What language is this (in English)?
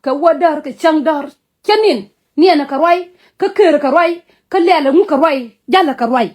Nuer